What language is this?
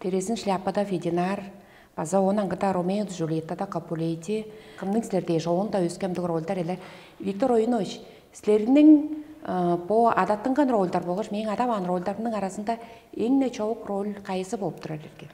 Tuvinian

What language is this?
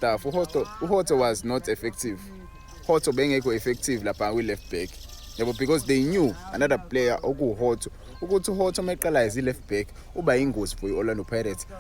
Zulu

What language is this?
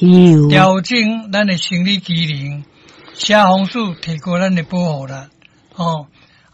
Min Nan Chinese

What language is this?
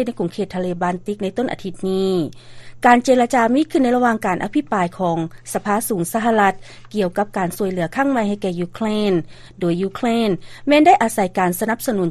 Lao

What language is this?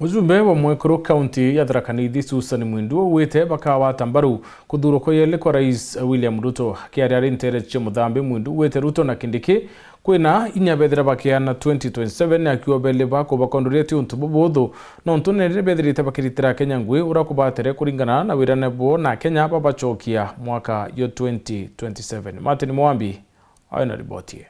Meru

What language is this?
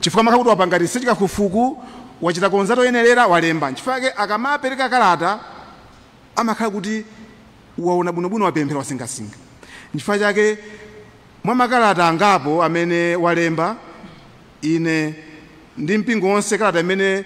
Nyanja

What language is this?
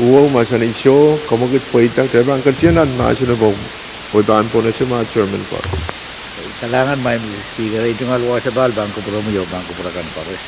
Pohnpeian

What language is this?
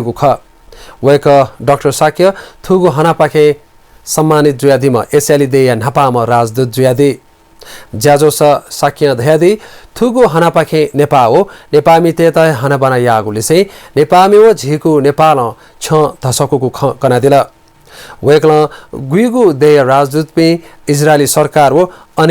Newari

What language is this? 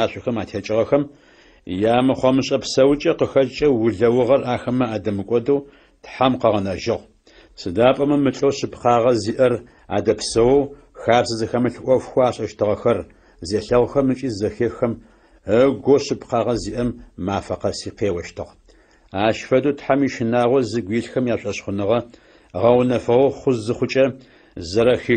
Adyghe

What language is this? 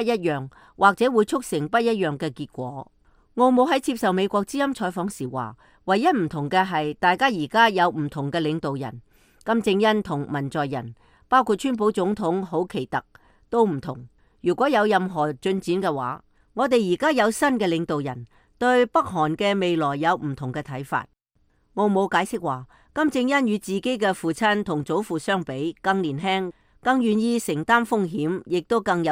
Cantonese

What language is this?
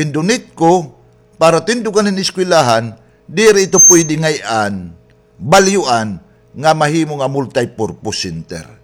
Waray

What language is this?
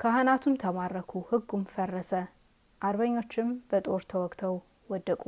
Amharic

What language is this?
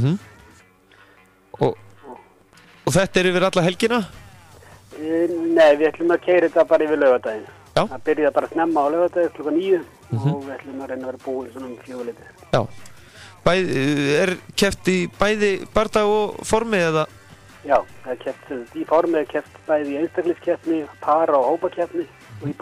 Icelandic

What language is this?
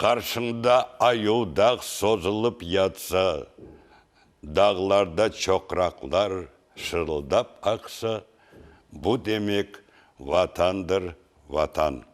Crimean Tatar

